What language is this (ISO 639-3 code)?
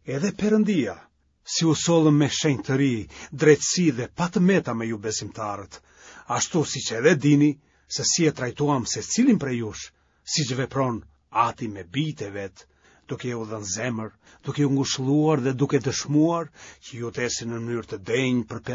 sqi